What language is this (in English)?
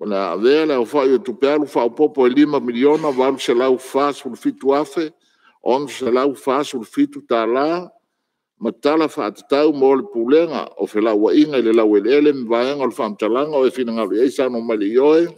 Samoan